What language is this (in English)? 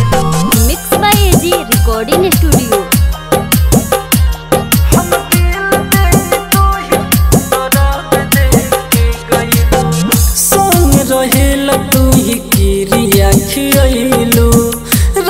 Bhojpuri